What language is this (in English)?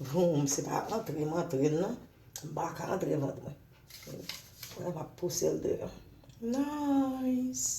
Haitian Creole